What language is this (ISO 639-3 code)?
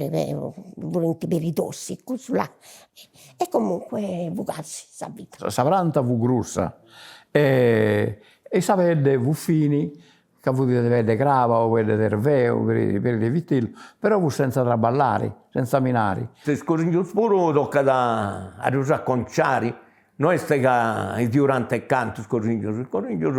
srd